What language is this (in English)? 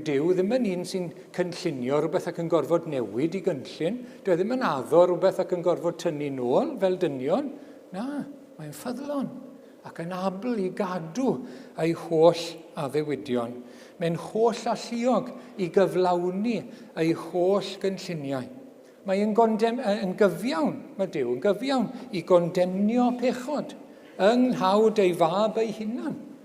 Welsh